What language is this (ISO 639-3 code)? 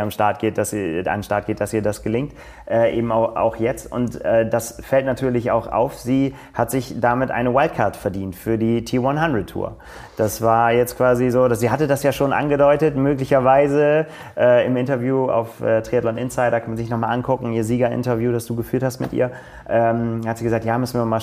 deu